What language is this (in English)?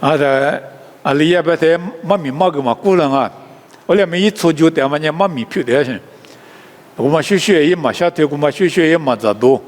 Lisu